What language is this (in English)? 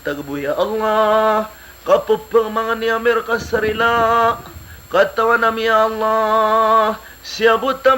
Maranao